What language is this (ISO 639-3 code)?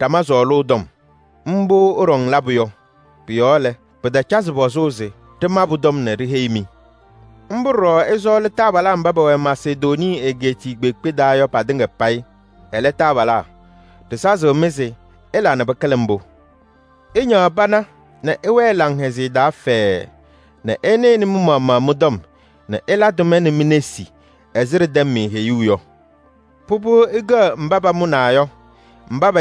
kbp